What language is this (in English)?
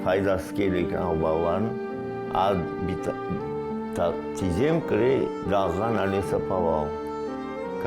Crimean Tatar